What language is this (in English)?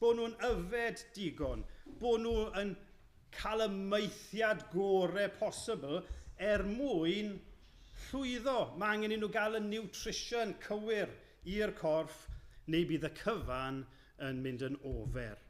Welsh